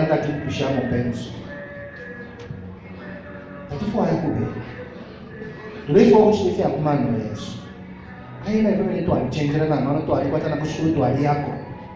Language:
Bemba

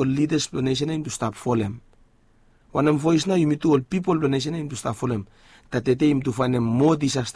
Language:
Bislama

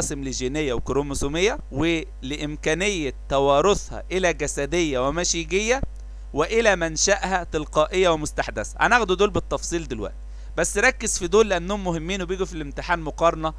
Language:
Egyptian Arabic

